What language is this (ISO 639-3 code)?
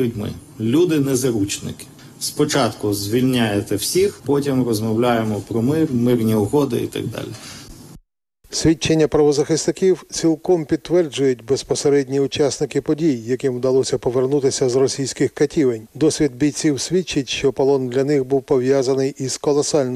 ukr